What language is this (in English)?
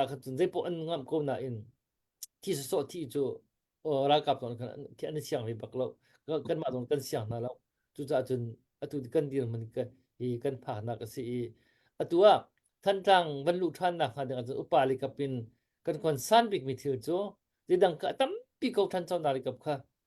Hakha Chin